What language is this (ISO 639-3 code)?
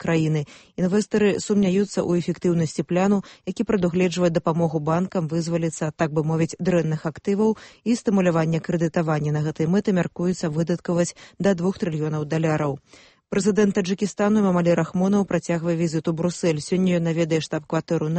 bel